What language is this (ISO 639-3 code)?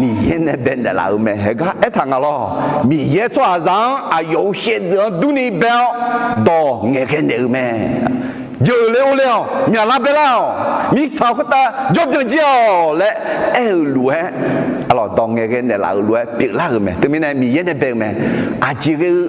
ahk